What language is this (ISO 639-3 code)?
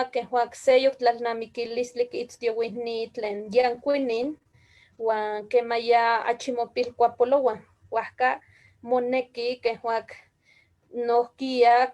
nhe